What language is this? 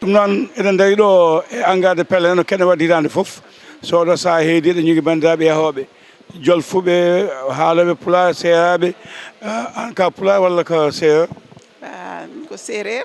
Fula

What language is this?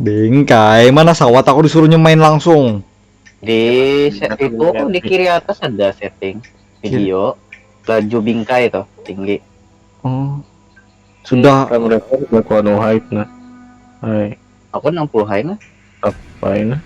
Banjar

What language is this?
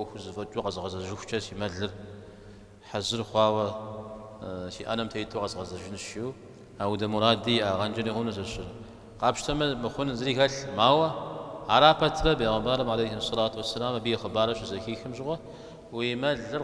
Kabardian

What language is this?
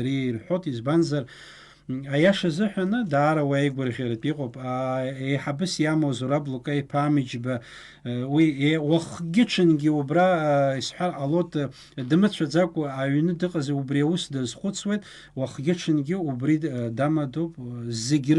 Abkhazian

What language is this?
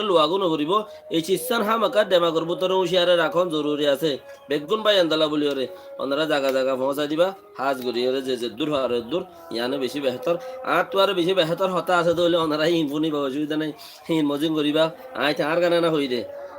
Rohingya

